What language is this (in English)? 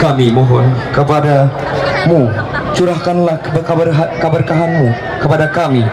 Banjar